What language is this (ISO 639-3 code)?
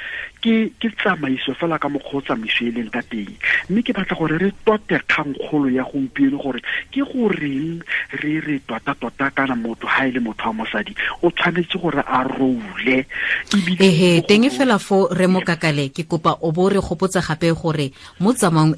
tsn